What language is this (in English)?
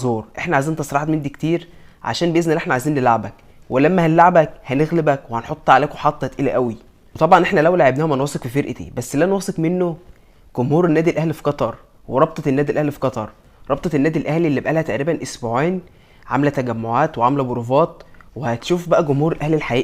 Egyptian Arabic